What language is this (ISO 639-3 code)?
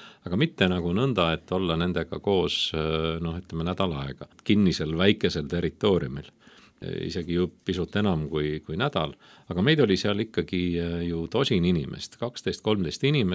est